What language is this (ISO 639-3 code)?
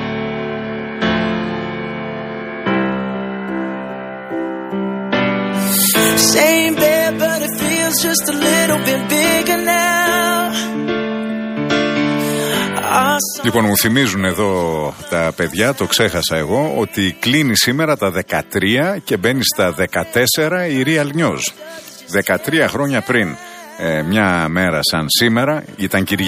ell